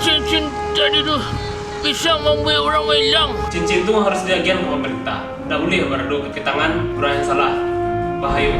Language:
Minangkabau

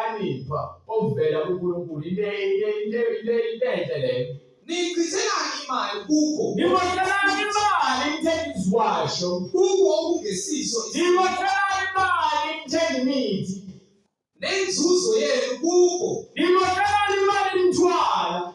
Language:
Zulu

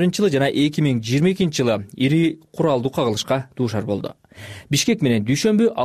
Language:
Kyrgyz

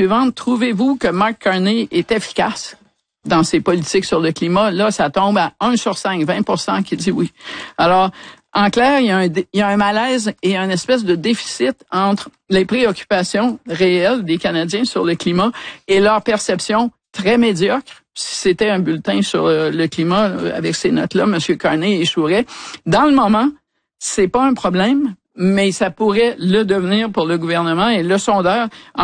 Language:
French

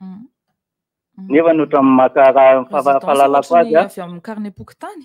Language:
Malagasy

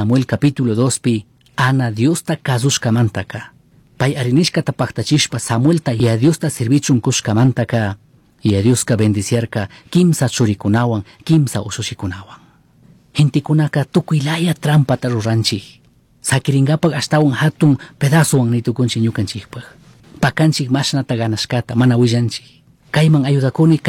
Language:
Chimborazo Highland Quichua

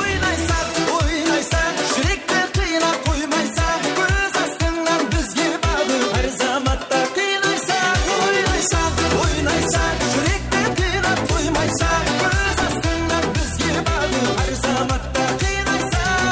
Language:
Kara-Kalpak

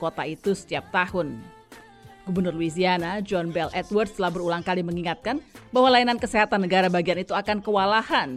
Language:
Indonesian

